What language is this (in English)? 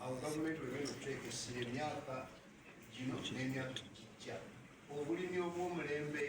Ganda